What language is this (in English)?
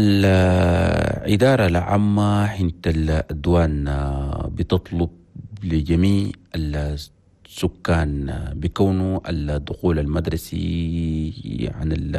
Chadian Arabic